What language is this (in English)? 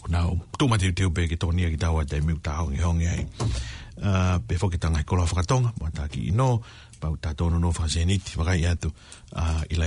Tongan